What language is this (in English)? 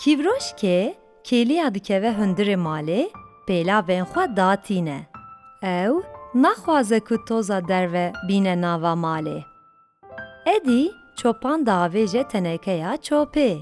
Kurdish